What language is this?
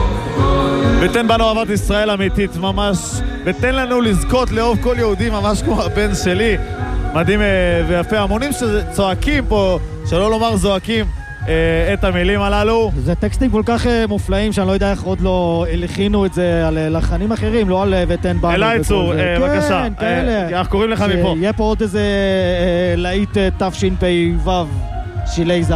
Hebrew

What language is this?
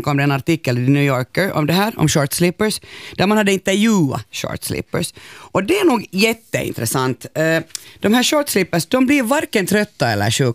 Swedish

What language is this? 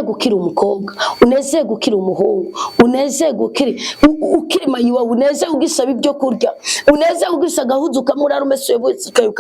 Rundi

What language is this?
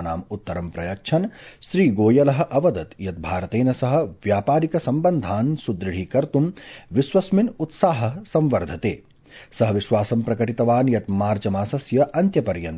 Sanskrit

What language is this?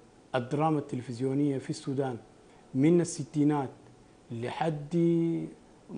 Sudanese Arabic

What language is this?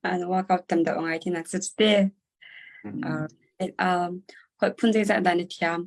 Hakha Chin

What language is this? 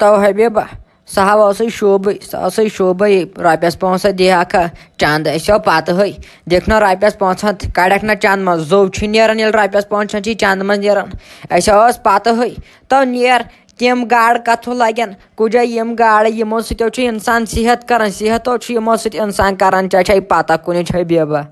Kashmiri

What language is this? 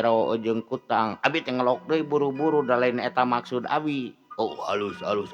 Sundanese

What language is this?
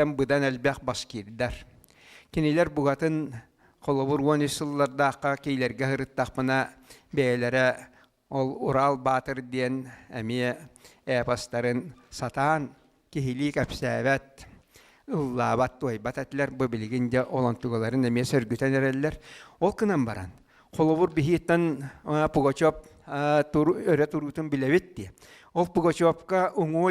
Yakut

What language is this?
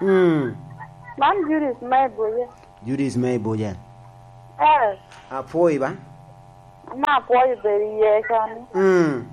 Lango (Uganda)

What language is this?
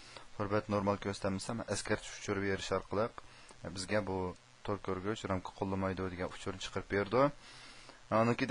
Uyghur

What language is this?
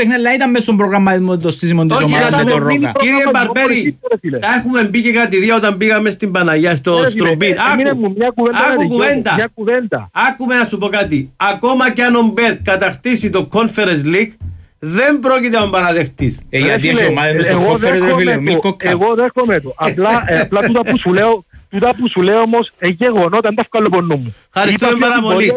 Greek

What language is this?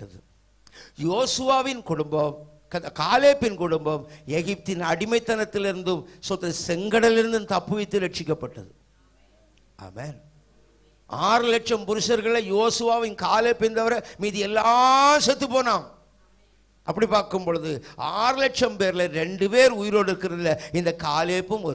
Tamil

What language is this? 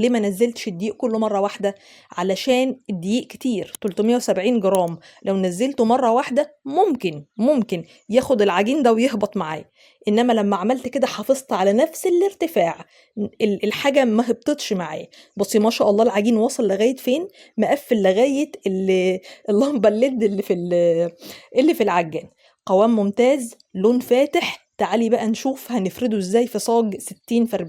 Egyptian Arabic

